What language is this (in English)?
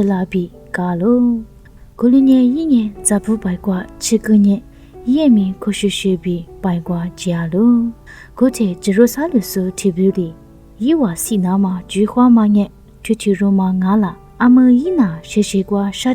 Lisu